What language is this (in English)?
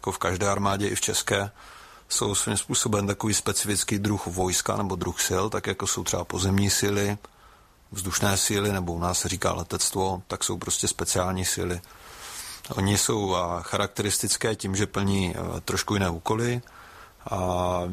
Czech